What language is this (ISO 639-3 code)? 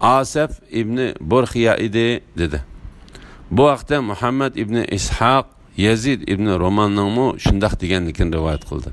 uig